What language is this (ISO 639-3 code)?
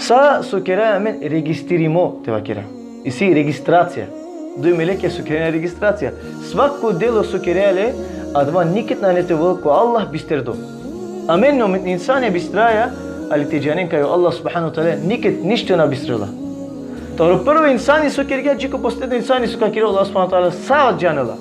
rmn